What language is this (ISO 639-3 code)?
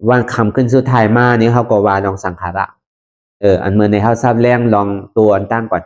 shn